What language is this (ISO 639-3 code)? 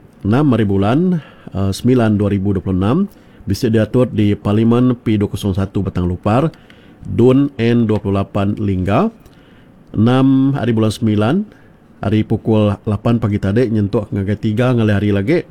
iba